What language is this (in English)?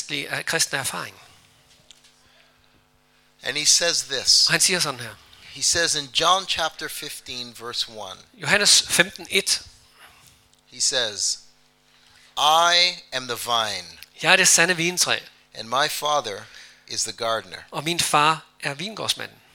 Danish